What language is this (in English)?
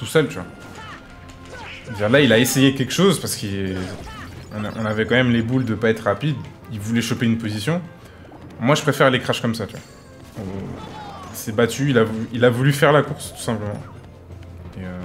French